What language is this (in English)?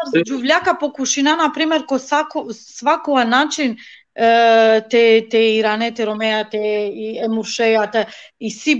Balkan Romani